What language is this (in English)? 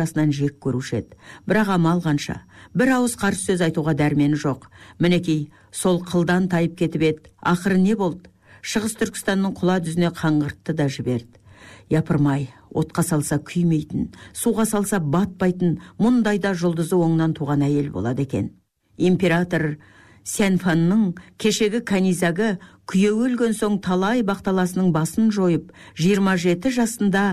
Kazakh